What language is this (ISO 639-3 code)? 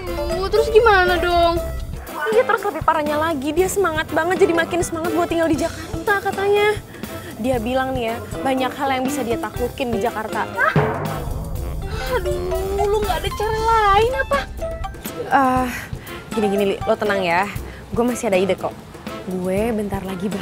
ind